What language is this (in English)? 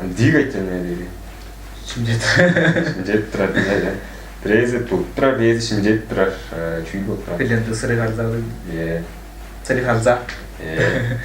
Tuvinian